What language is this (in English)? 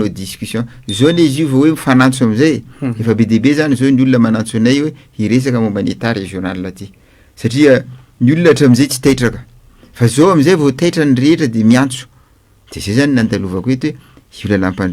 Malagasy